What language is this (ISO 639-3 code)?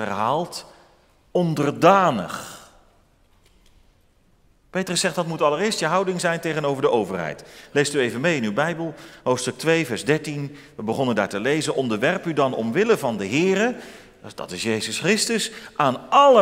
nld